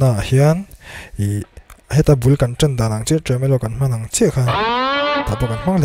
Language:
Mizo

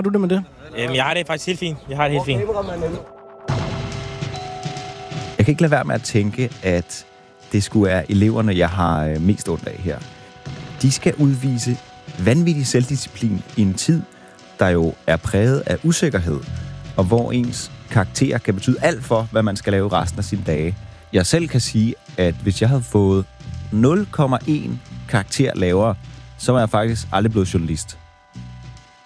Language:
Danish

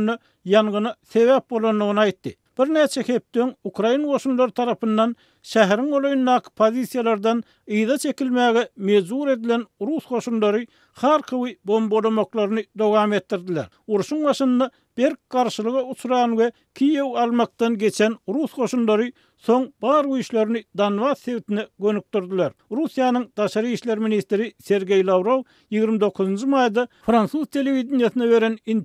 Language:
Turkmen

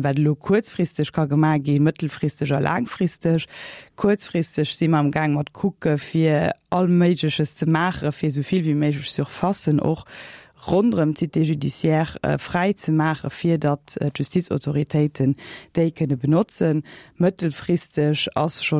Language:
Luxembourgish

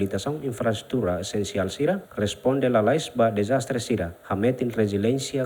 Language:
Tetum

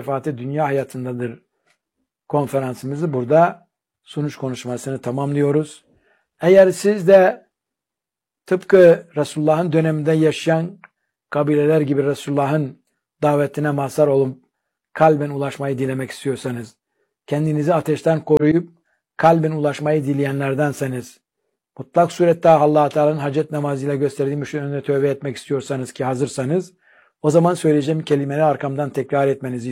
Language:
Turkish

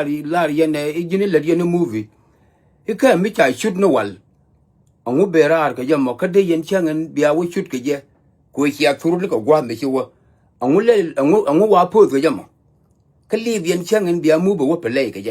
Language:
Nuer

